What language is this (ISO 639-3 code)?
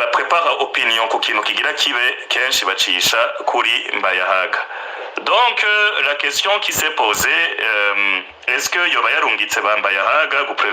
run